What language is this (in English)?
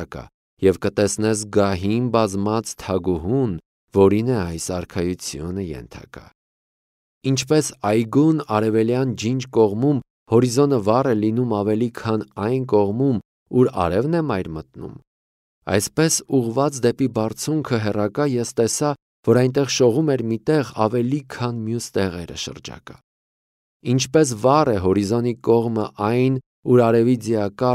Armenian